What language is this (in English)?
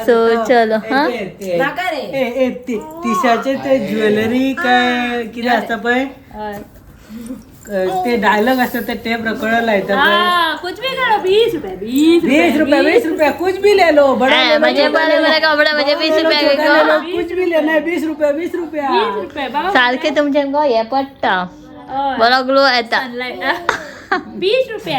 Konkani